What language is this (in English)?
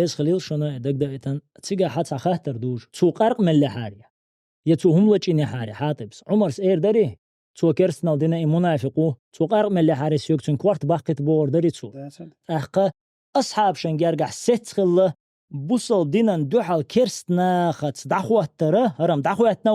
Chechen